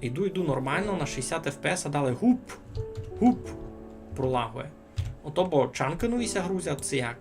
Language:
Rusyn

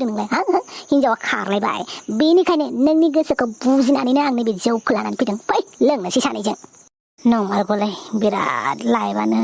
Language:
Bodo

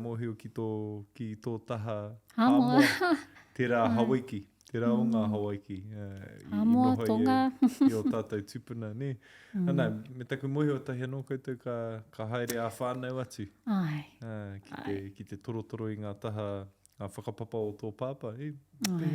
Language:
Māori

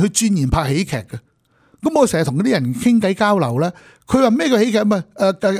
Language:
Cantonese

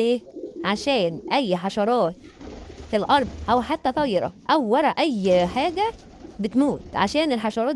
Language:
Egyptian Arabic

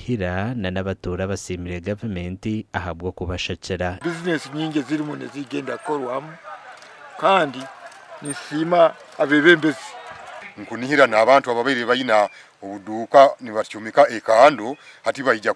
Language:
Nyankole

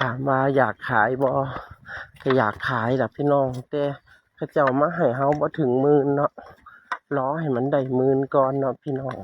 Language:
Northeastern Thai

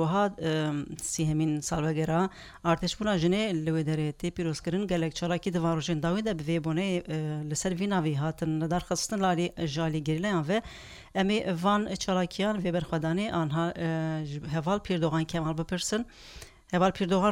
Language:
Kurdish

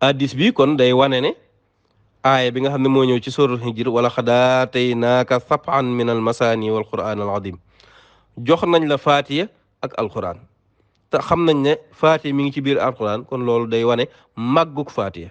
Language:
Wolof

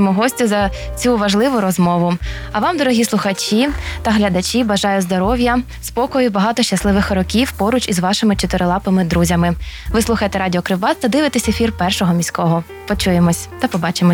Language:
Ukrainian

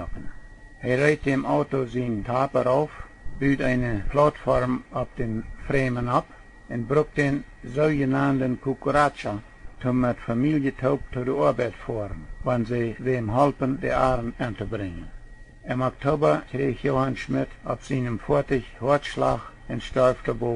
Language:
Plautdietsch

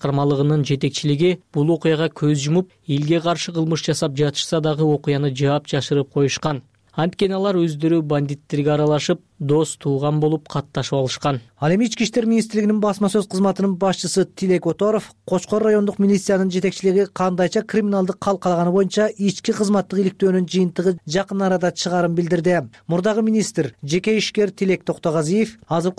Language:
Kyrgyz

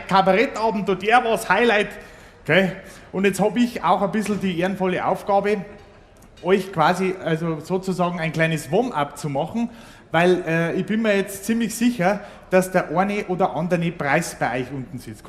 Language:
Bavarian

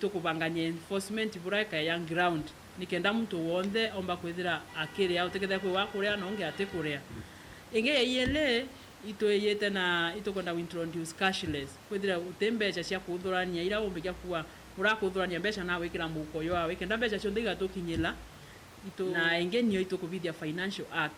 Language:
Meru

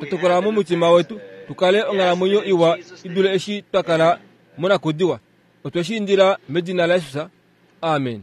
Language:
Kuanyama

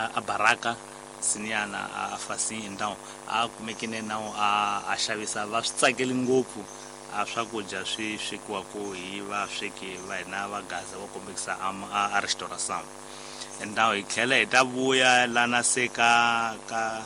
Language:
Tsonga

